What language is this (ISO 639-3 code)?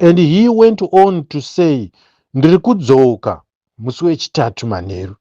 sna